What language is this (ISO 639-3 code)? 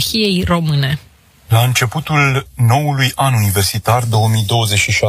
ron